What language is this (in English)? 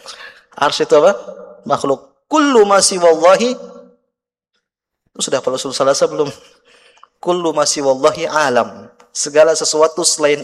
Indonesian